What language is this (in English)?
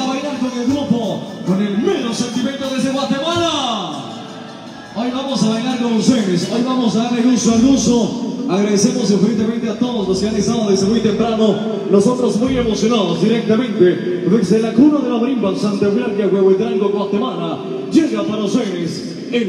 Spanish